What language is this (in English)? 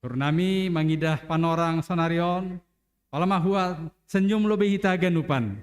Batak Simalungun